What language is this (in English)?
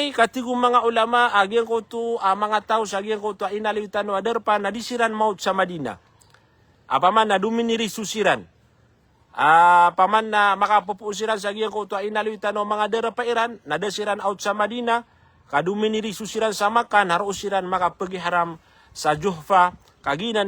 Maranao